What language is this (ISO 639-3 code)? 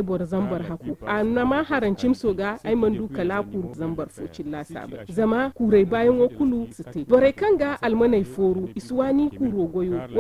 dje